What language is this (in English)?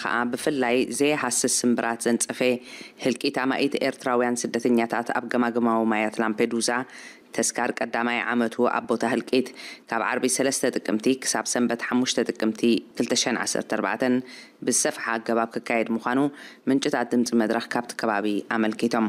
Tigrinya